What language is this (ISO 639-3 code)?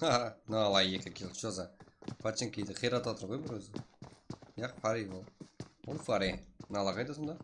kaa